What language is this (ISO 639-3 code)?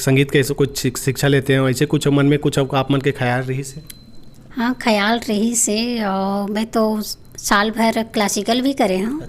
hne